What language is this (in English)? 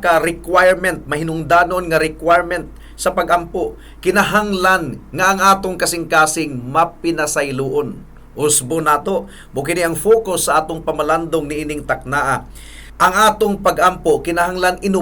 Cebuano